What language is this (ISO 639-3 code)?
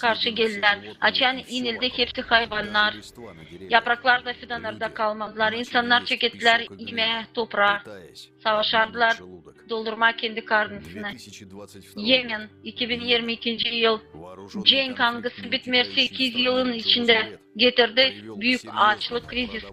gag